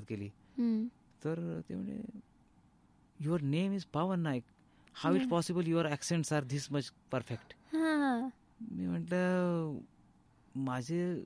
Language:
Marathi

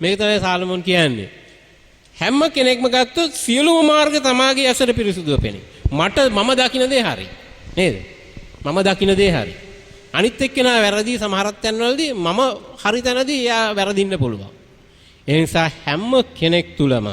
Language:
Sinhala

